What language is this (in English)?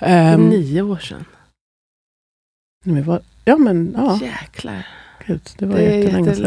Swedish